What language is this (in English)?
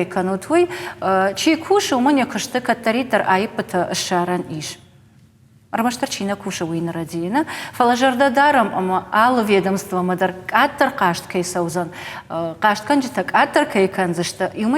Ossetic